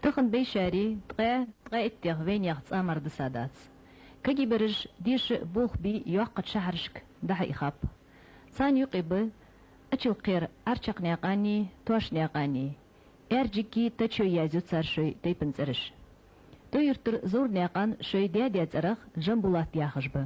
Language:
Ingush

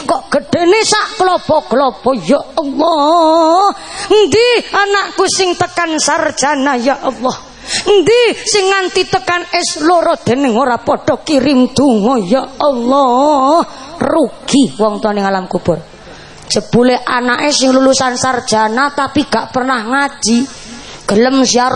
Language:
Javanese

